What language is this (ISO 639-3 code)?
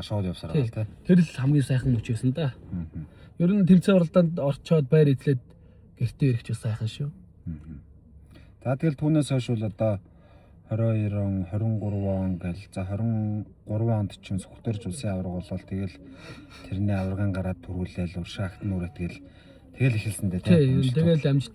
mon